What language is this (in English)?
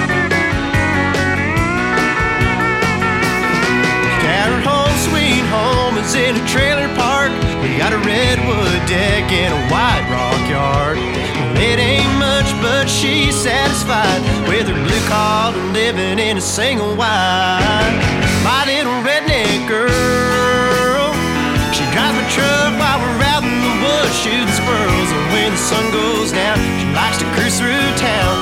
English